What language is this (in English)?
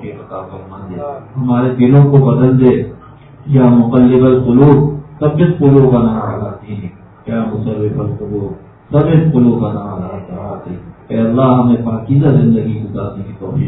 Urdu